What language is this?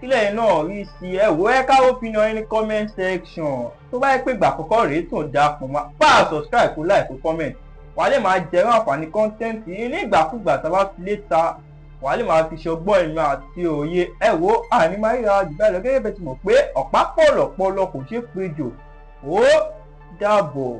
Yoruba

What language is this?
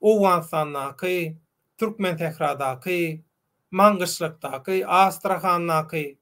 Turkmen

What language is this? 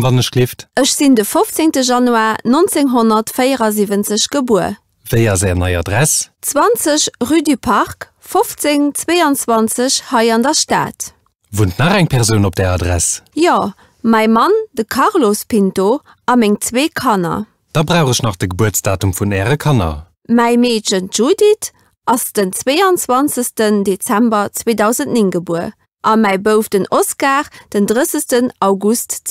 Luxembourgish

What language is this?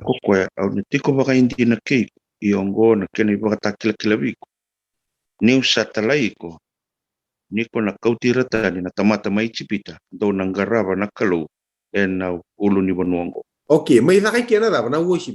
Fijian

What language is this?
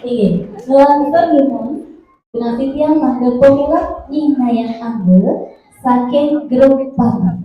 Balinese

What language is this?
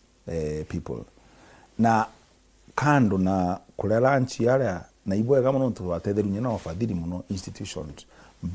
Meru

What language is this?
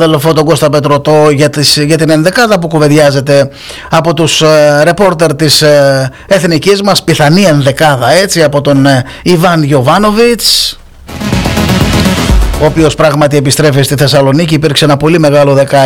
Greek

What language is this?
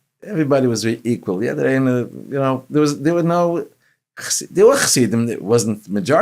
Yiddish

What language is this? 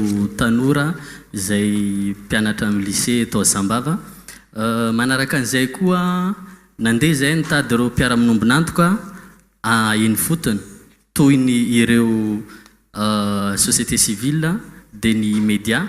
Malagasy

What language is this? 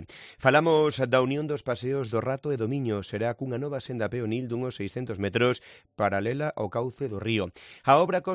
Galician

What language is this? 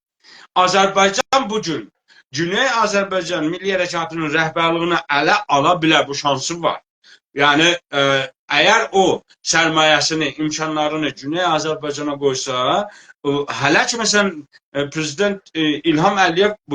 South Azerbaijani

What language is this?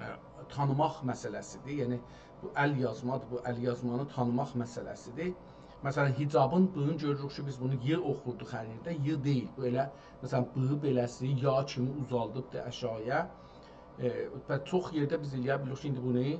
South Azerbaijani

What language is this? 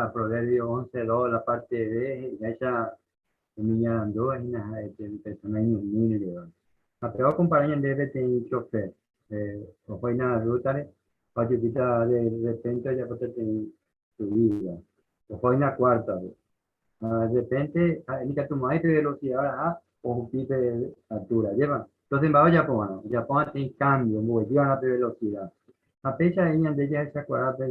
Guarani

